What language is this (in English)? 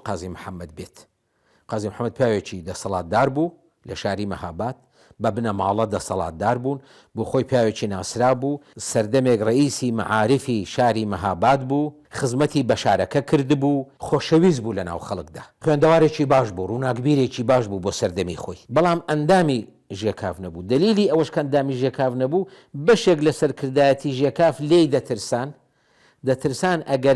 Central Kurdish